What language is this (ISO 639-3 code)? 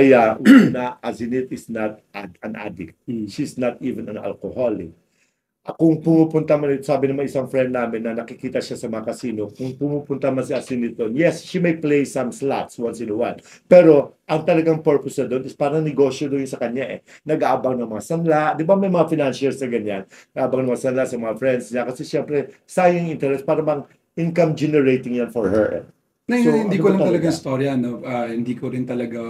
fil